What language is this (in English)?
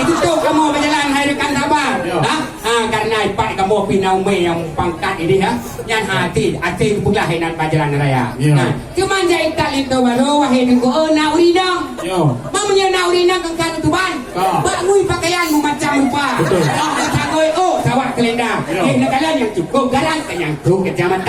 Achinese